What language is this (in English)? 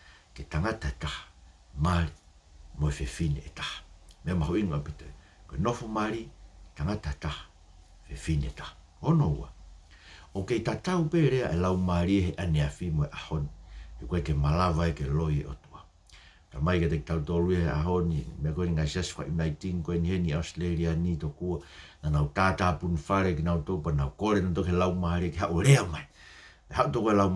Tongan